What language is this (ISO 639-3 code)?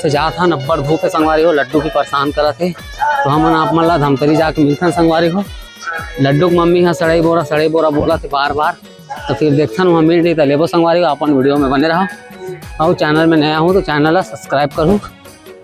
hne